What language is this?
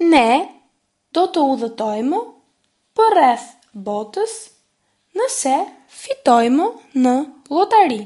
Albanian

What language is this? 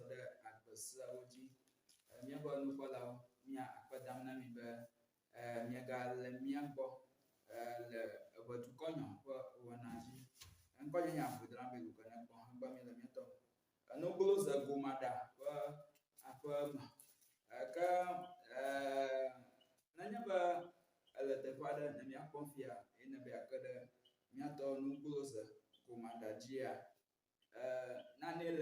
Ewe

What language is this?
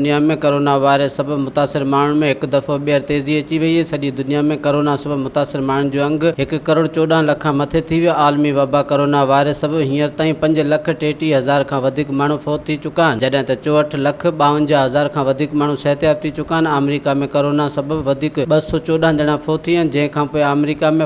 Sindhi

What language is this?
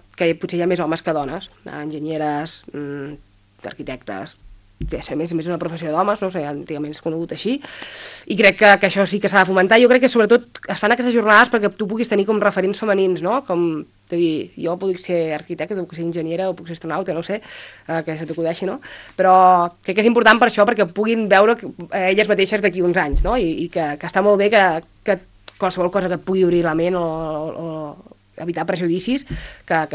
Catalan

